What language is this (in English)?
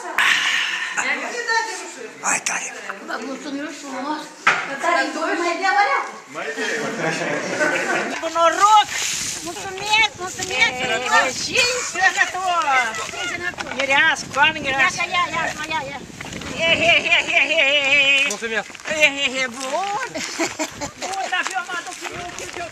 Romanian